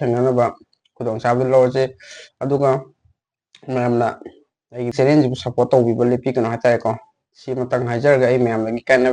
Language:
Manipuri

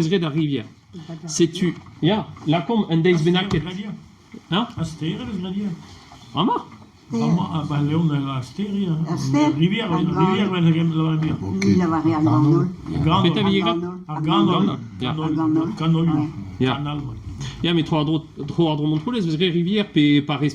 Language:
Breton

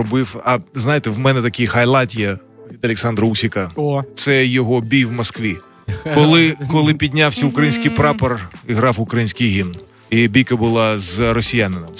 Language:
Ukrainian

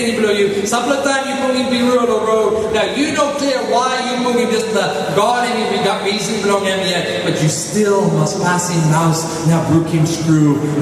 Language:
Tok Pisin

